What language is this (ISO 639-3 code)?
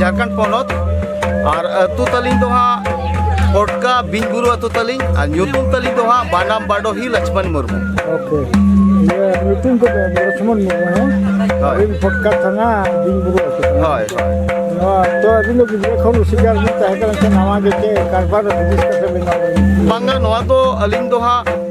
sat